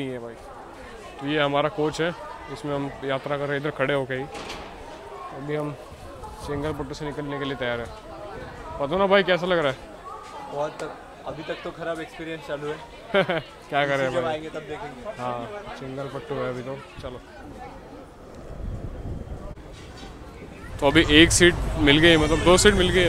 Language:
Hindi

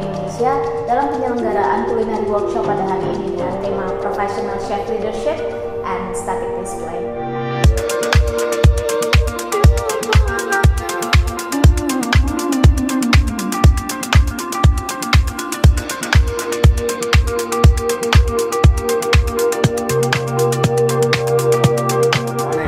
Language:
Indonesian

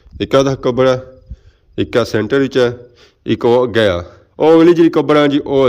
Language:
Pahari-Potwari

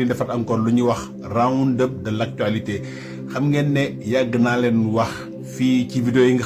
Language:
Wolof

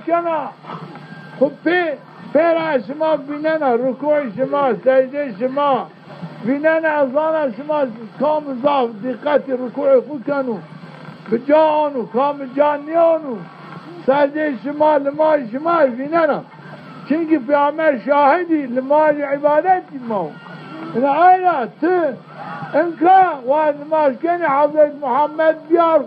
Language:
Zaza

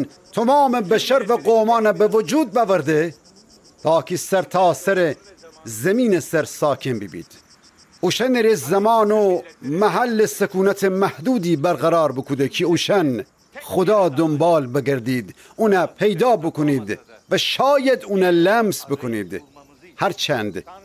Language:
Gilaki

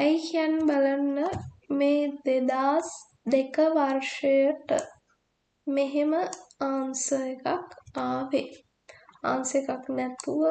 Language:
Sinhala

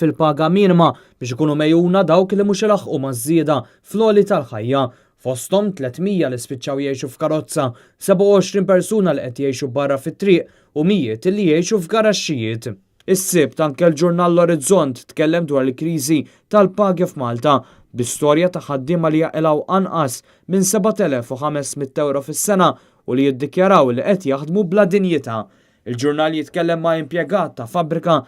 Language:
Maltese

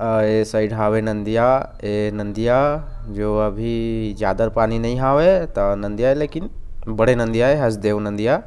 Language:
Chhattisgarhi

